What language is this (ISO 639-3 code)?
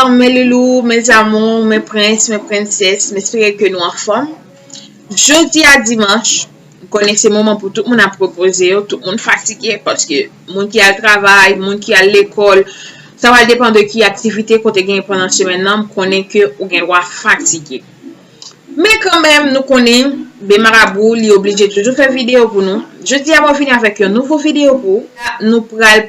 hat